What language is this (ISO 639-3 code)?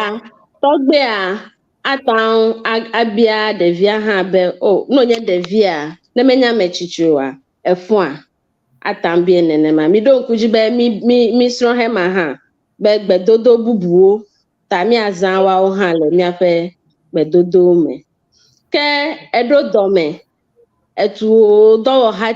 ewe